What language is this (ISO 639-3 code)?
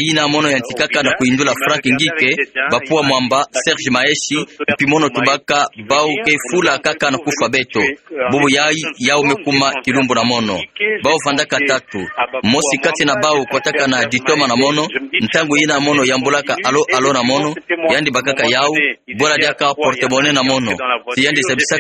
ktu